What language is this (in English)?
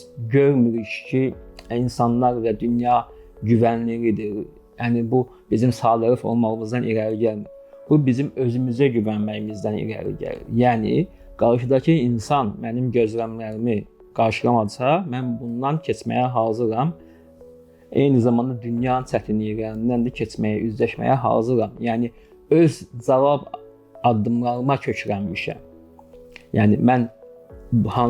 Azerbaijani